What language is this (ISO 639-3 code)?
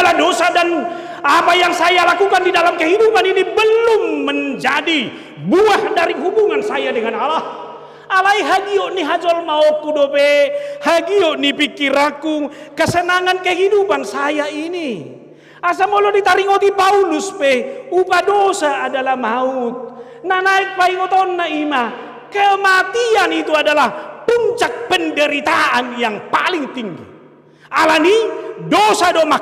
bbc